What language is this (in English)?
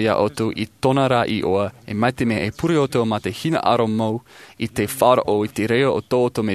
Tahitian